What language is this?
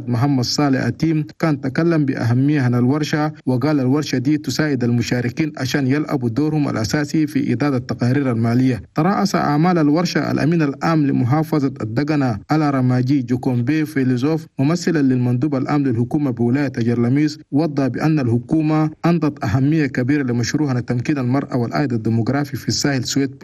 Chadian Arabic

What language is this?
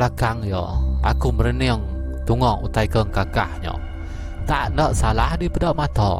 Iban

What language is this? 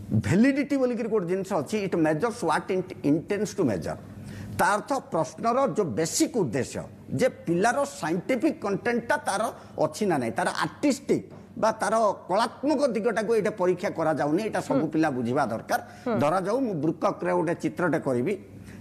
Odia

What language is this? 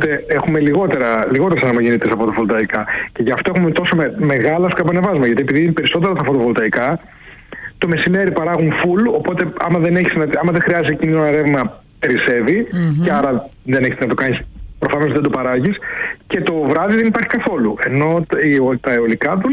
Greek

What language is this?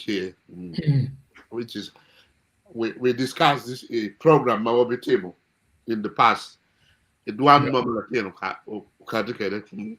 Acoli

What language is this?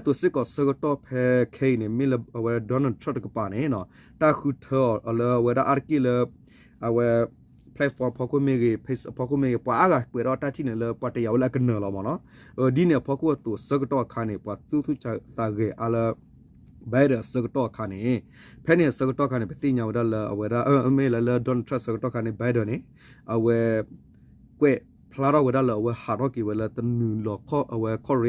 S'gaw Karen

